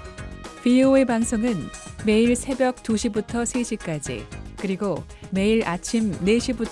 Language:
Korean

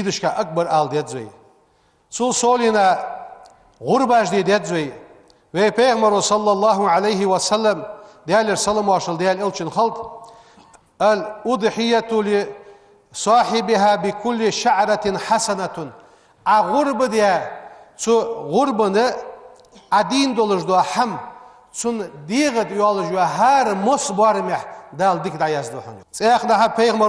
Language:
Ingush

